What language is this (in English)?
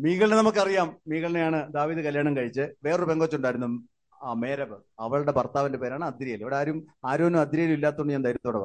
Malayalam